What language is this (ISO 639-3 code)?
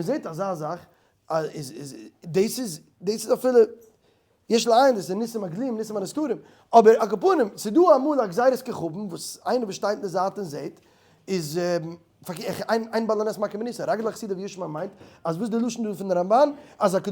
yid